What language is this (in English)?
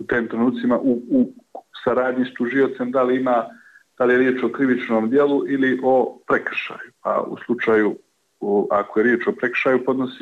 Bosnian